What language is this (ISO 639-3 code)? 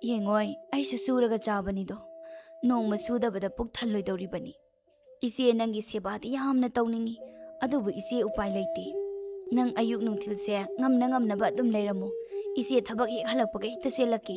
mni